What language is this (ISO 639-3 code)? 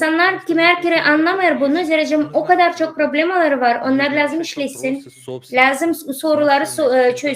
gag